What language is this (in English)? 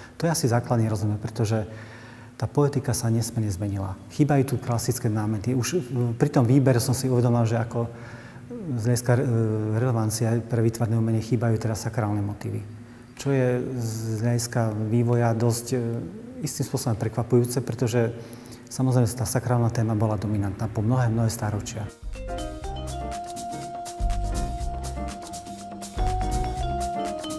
Slovak